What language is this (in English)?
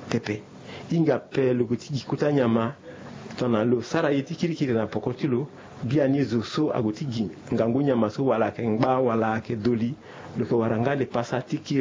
Sango